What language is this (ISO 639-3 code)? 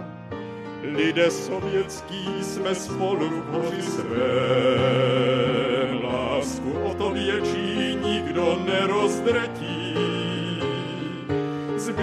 ces